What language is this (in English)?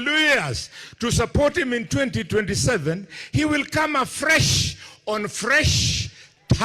Meru